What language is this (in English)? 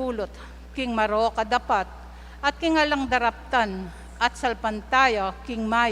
Pampanga